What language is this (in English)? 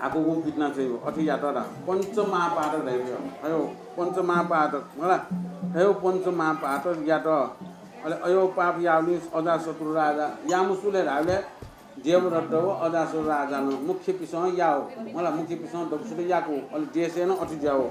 Newari